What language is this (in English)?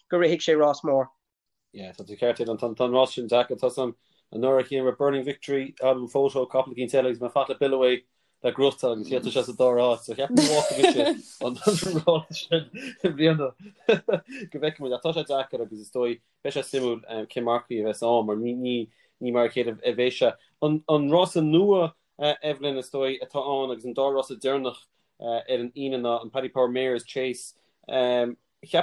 Irish